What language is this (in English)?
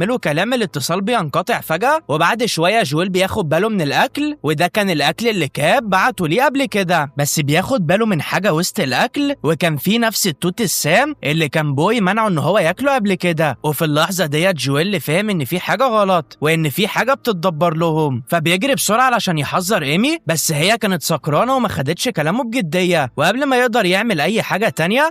Egyptian Arabic